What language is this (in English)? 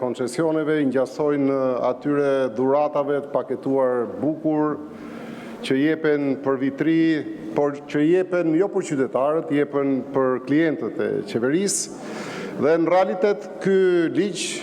Albanian